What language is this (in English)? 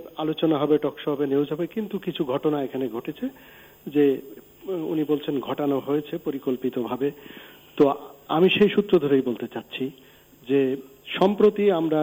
Bangla